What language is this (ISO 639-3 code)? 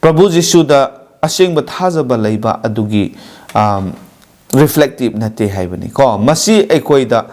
mni